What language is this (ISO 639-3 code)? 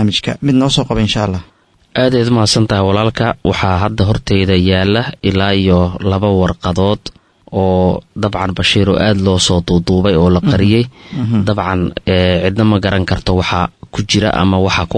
som